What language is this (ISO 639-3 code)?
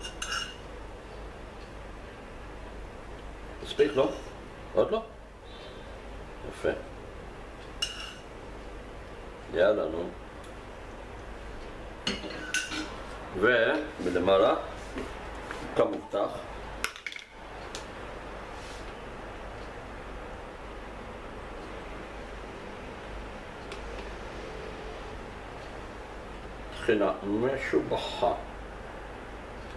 heb